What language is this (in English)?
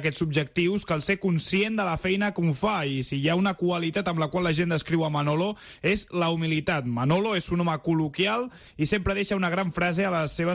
Catalan